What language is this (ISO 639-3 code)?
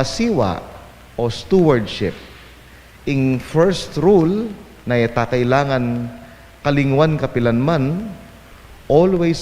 pam